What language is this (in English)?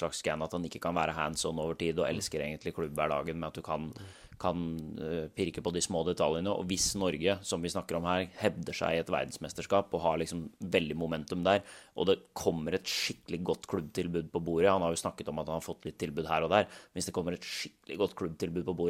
Norwegian